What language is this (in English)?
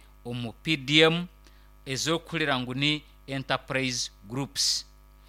Nyankole